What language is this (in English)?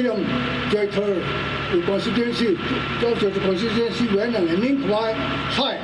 Tangkhul Naga (India)